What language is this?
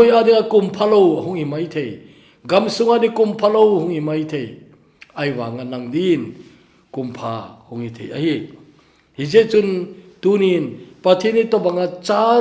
Thado Chin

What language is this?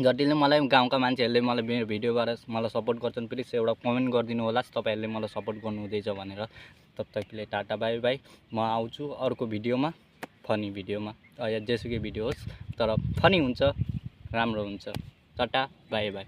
Nepali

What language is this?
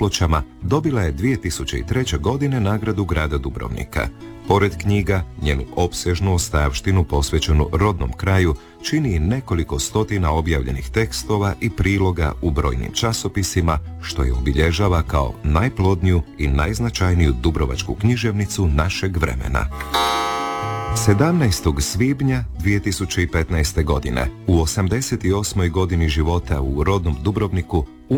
Croatian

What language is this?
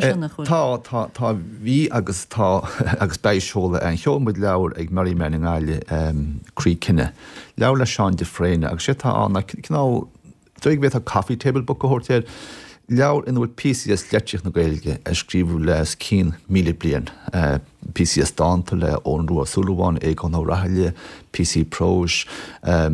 Irish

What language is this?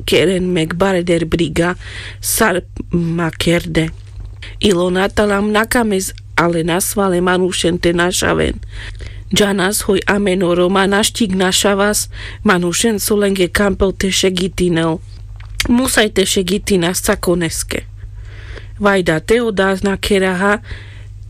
Carpathian Romani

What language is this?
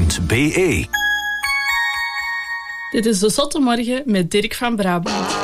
Dutch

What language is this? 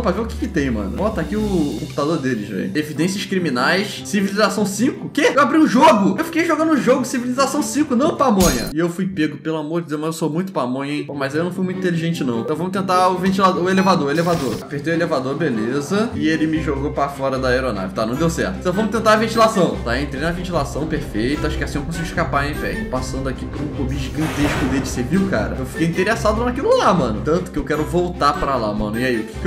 Portuguese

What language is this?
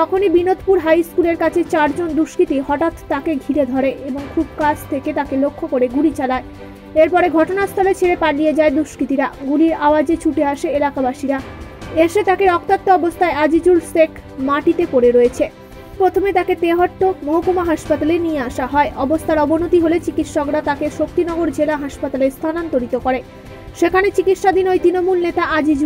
Bangla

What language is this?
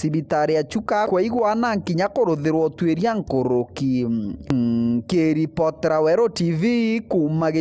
Meru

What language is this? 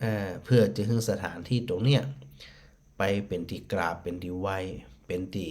Northern Thai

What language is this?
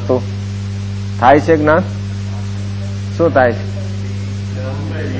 Gujarati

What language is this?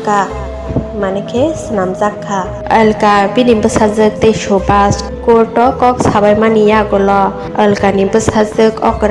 Kok Borok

